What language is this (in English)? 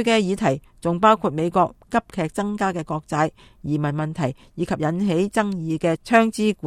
Cantonese